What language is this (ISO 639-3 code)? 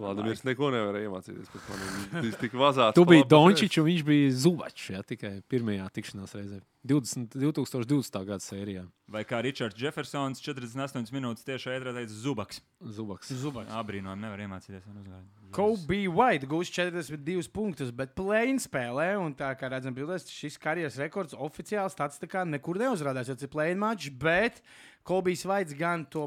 lav